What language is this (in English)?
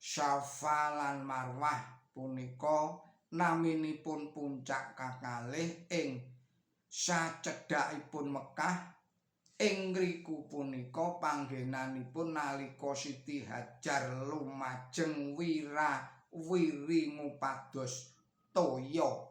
Javanese